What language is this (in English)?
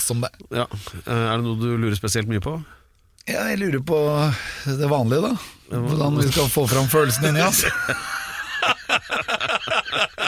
Norwegian